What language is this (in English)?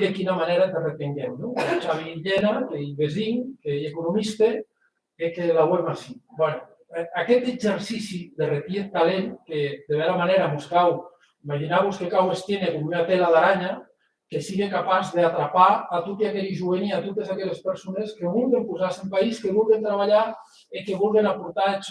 Occitan